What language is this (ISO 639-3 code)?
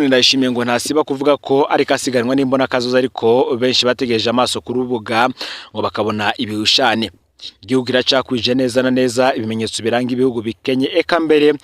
run